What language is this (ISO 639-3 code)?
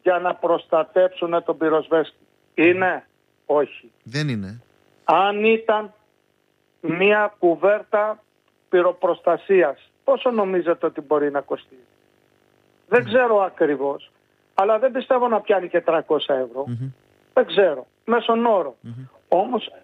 ell